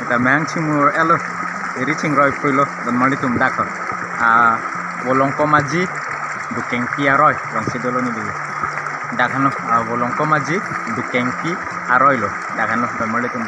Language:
Karbi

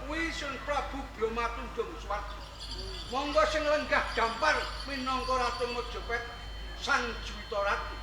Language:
Javanese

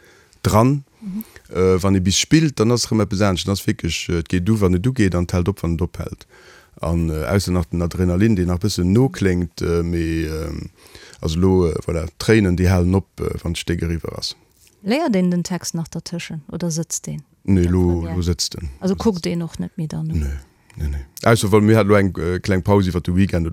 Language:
Luxembourgish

